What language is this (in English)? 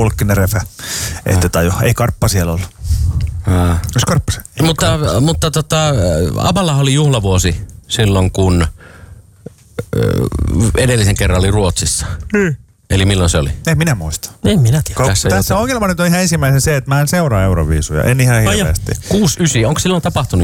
Finnish